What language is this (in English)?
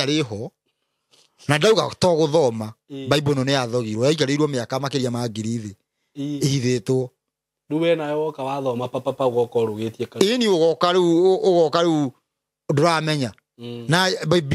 Kikuyu